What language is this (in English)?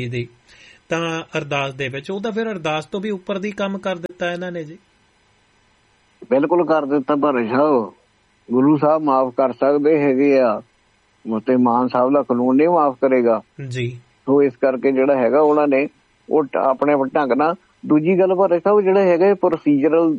Punjabi